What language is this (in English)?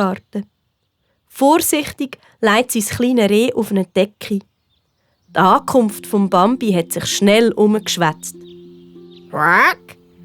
Swiss German